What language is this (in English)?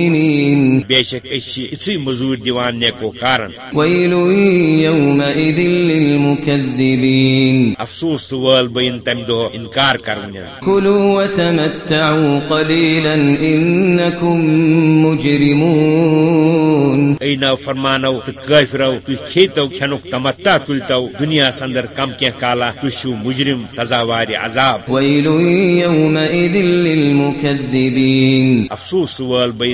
Kashmiri